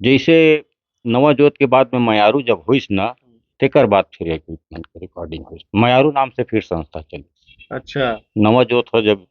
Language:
Chhattisgarhi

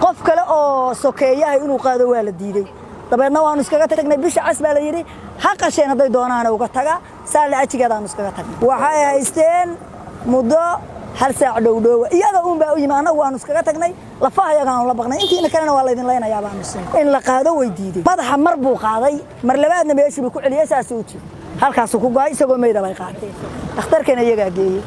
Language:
Somali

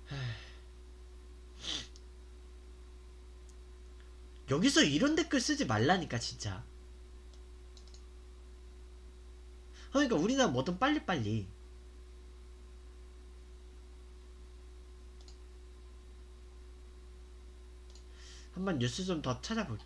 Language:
Korean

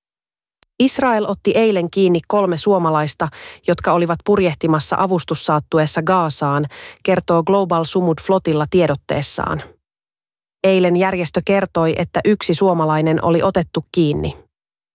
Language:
Finnish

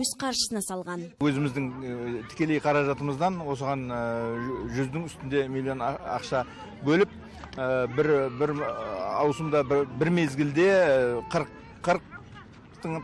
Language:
Kazakh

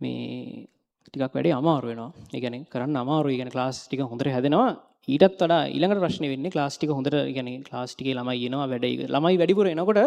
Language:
Sinhala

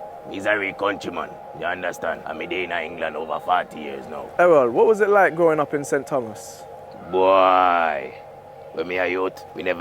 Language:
Jamaican Creole English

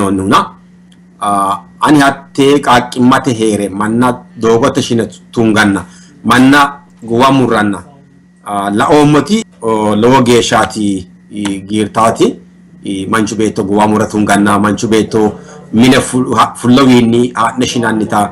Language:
Sidamo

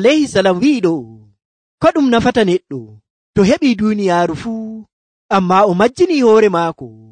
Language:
Nigerian Fulfulde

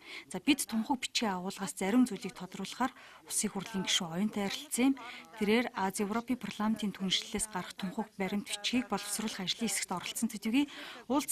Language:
Mongolian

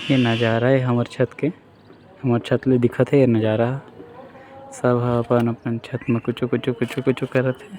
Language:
Chhattisgarhi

